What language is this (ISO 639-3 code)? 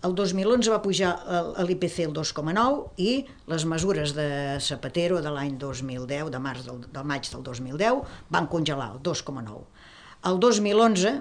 cat